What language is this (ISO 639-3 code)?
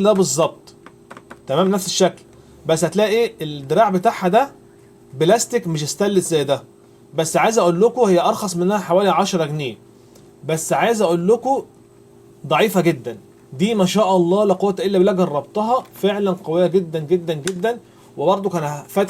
arz